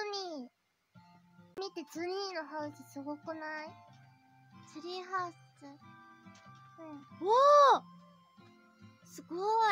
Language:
Japanese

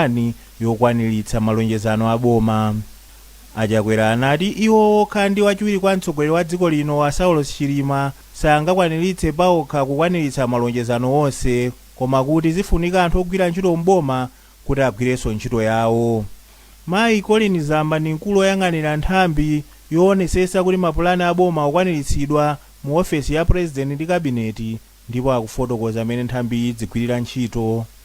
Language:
Nyanja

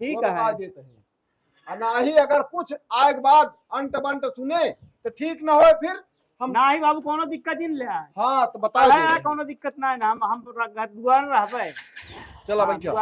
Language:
Awadhi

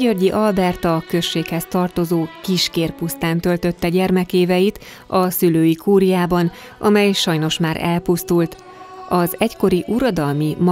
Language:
Hungarian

